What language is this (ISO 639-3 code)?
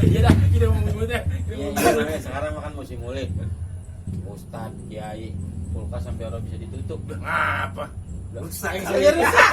bew